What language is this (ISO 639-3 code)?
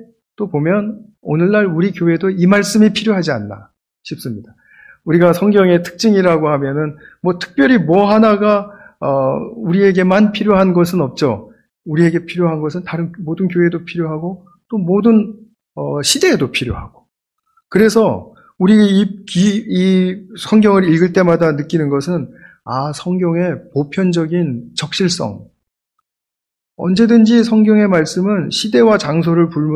kor